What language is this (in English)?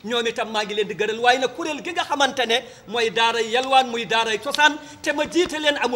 Wolof